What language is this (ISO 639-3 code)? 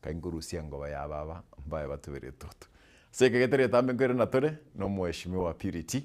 guz